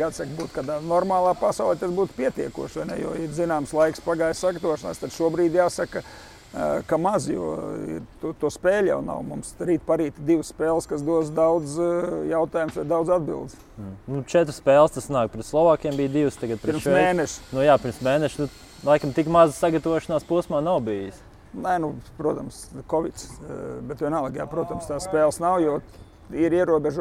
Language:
Latvian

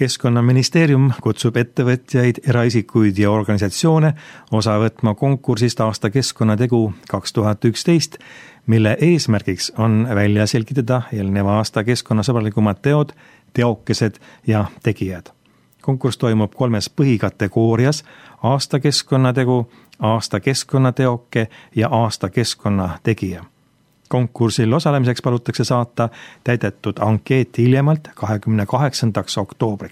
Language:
Estonian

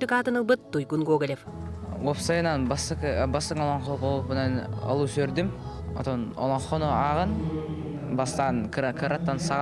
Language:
Yakut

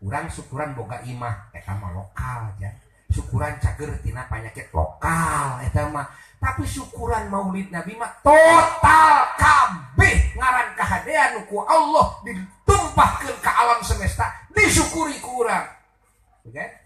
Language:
Sundanese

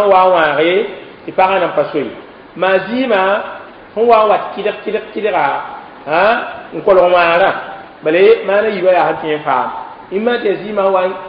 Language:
Mossi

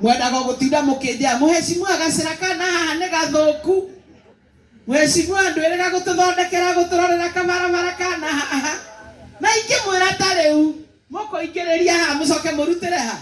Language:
Kikuyu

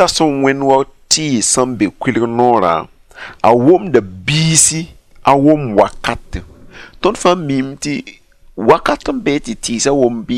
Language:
Mossi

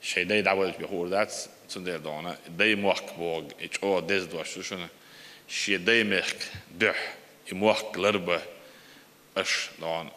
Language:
Chechen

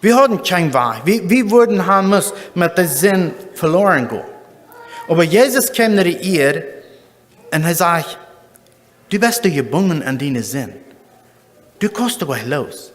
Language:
Plautdietsch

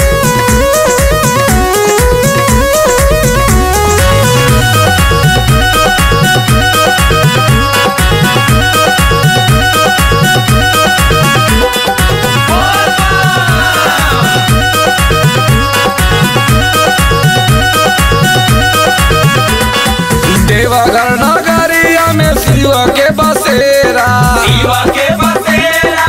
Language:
Bhojpuri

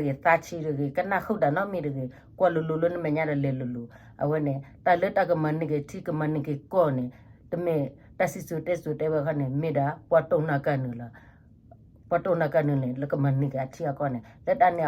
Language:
S'gaw Karen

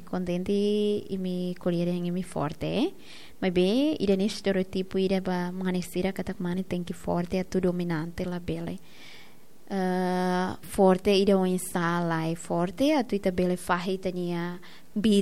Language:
Tetum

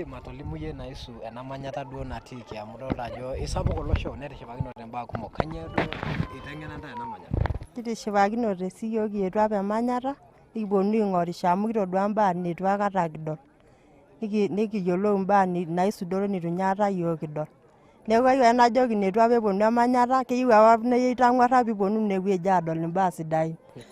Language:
Masai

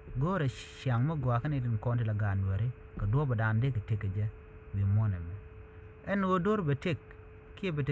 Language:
Nuer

